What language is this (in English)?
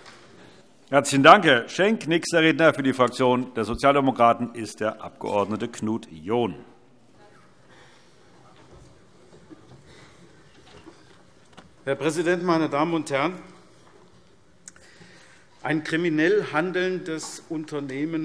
German